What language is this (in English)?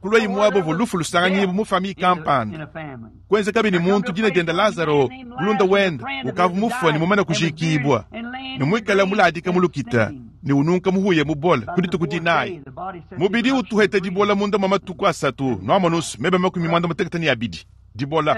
Luba-Lulua